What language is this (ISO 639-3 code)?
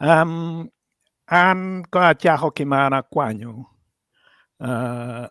ach